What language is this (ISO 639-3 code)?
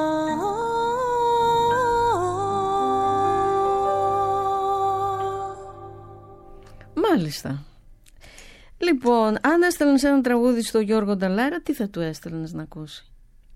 ell